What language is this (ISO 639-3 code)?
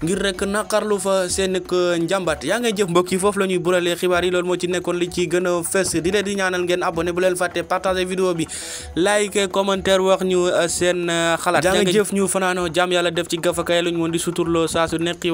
wol